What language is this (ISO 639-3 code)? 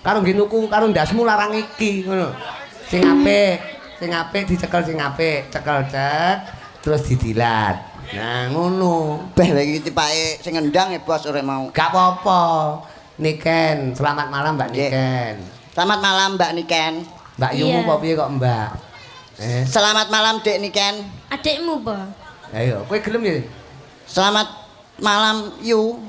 jav